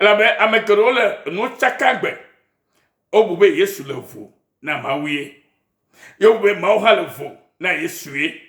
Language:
Ewe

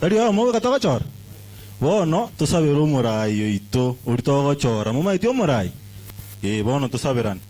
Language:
Gusii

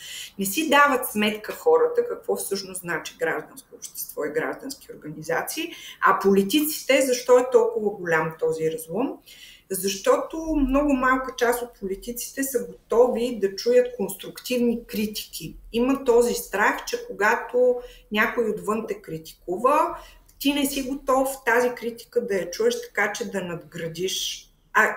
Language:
Bulgarian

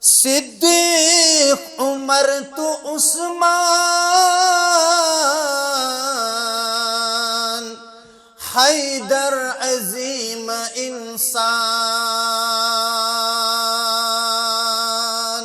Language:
Kashmiri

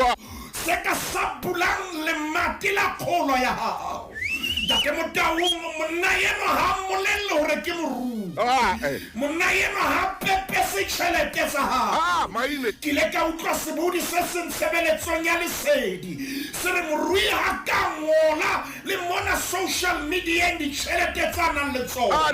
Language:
Southern Sotho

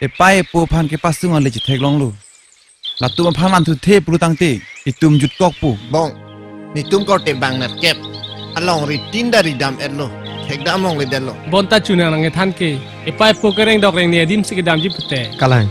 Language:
Karbi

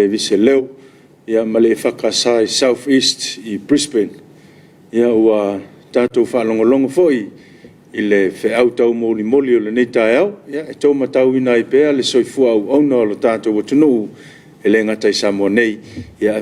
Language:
Samoan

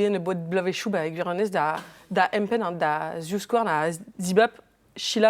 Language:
Breton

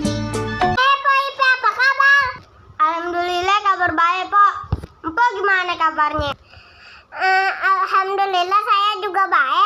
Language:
Betawi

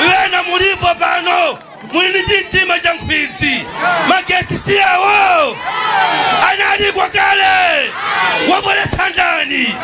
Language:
Nyanja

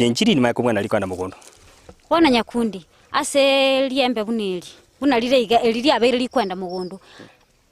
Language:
Gusii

